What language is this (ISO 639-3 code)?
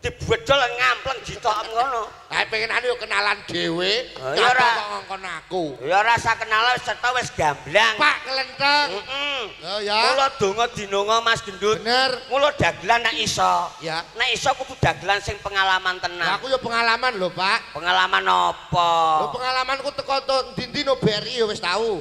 jav